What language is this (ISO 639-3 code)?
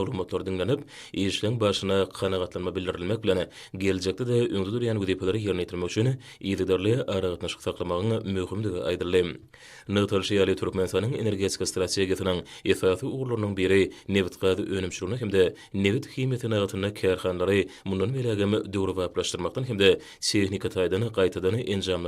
tuk